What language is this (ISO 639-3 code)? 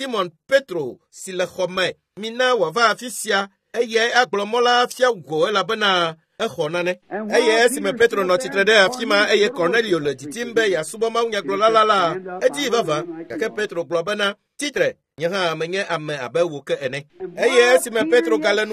ewe